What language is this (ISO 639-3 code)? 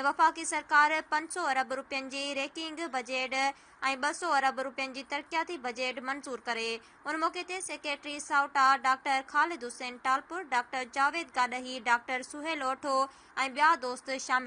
snd